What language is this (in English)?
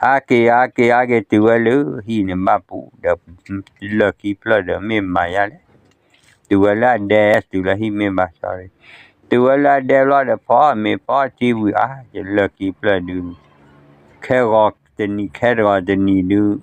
S'gaw Karen